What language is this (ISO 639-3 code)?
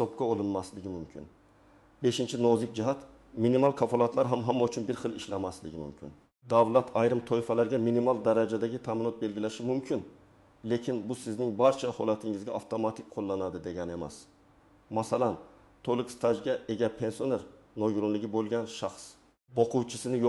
uzb